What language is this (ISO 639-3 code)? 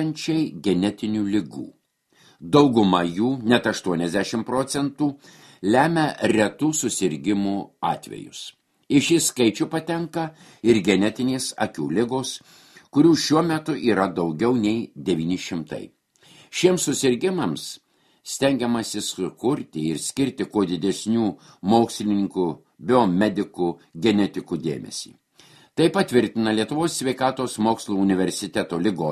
lit